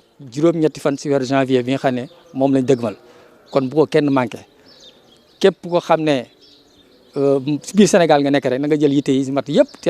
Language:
Wolof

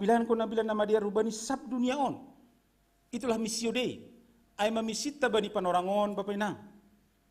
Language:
Batak Simalungun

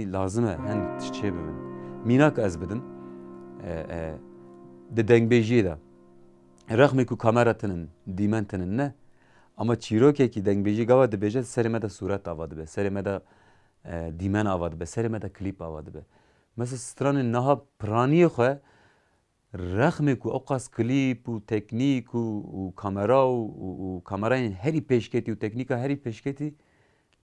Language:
Kurdish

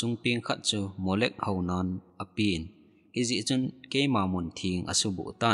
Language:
Thado Chin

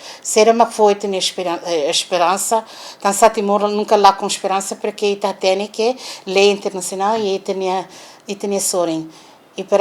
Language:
Tetum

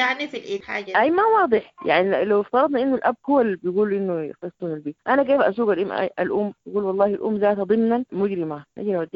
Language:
Sudanese Arabic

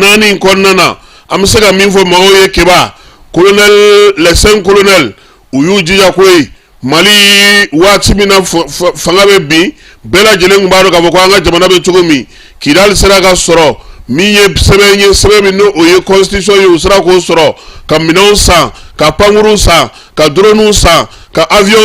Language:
Bambara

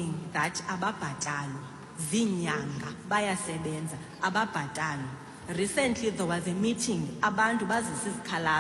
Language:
Xhosa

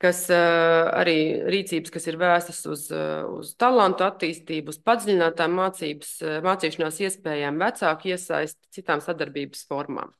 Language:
Latvian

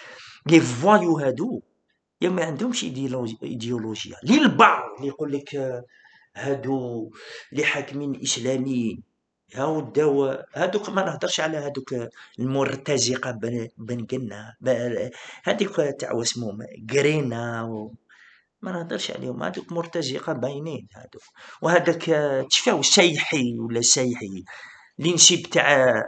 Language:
Algerian Arabic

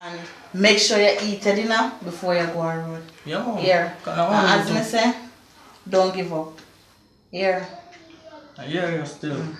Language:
Jamaican Creole English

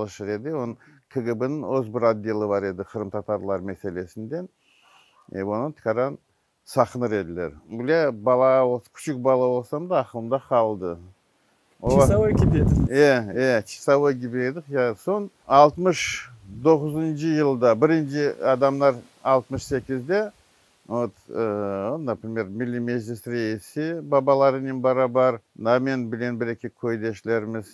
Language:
Crimean Tatar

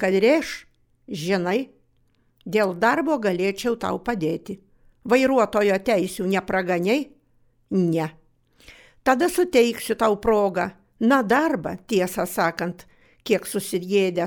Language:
Lithuanian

